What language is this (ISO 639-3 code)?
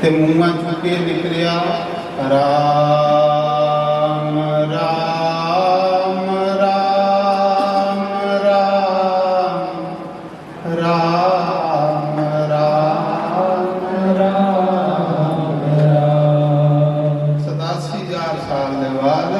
doi